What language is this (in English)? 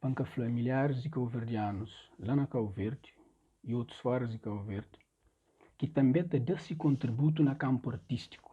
Kabuverdianu